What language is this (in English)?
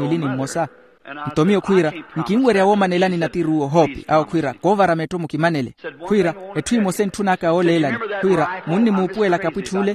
Makhuwa